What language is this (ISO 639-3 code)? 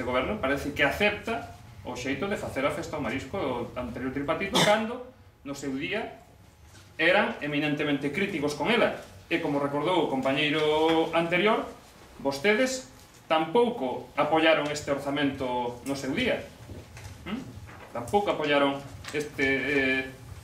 glg